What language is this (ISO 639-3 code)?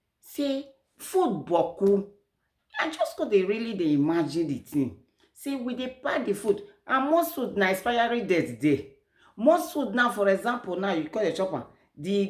pcm